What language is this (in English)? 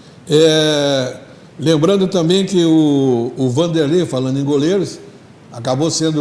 Portuguese